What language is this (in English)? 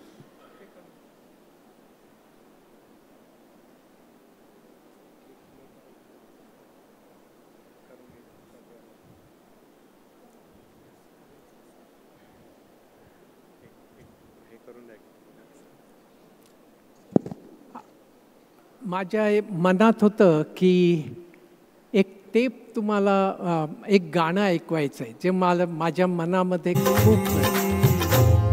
Marathi